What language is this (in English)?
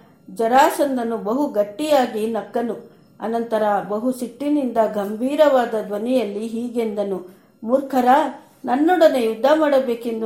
Kannada